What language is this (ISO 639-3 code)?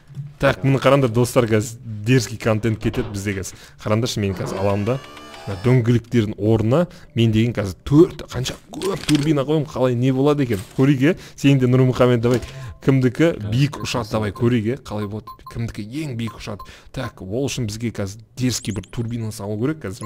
kaz